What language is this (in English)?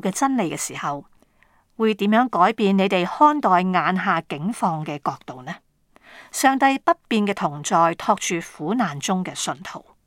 Cantonese